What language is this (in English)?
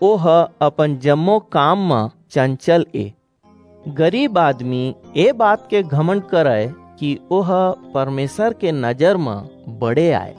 Chhattisgarhi